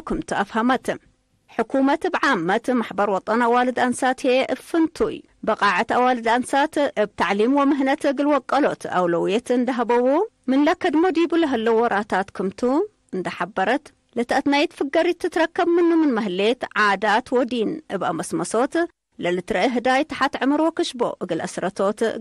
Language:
Tigre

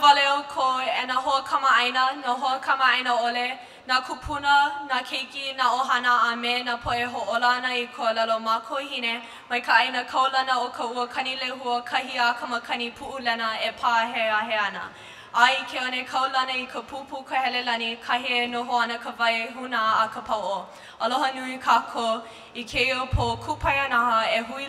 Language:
Hawaiian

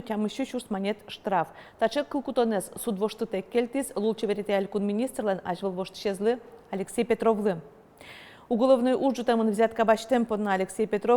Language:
Udmurt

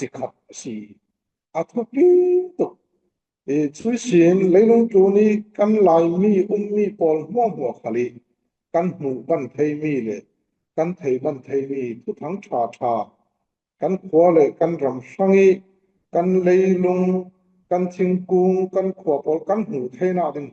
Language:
Falam Chin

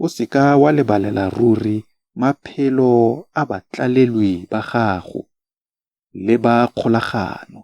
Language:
Tswana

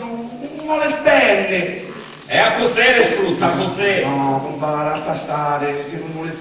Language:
Sicilian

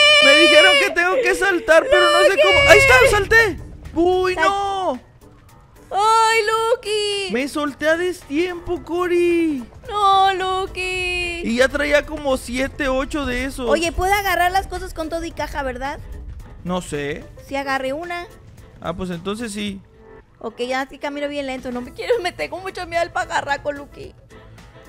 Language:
Spanish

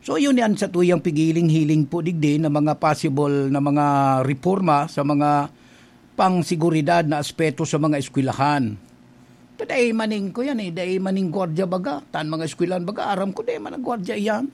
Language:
Bikol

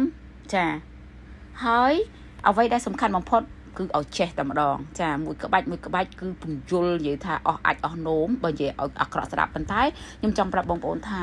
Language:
Khmer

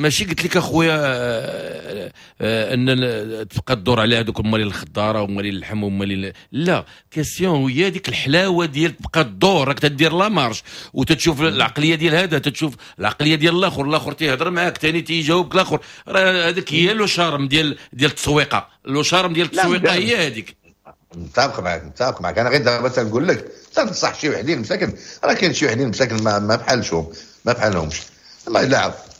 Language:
Moroccan Arabic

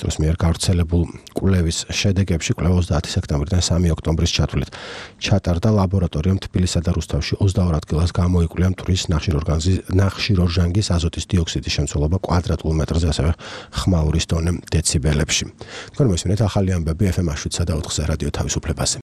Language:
Georgian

